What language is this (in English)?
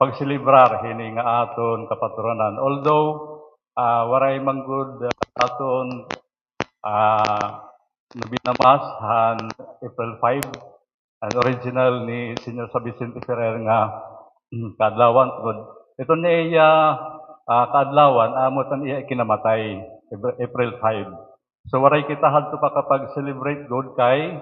Waray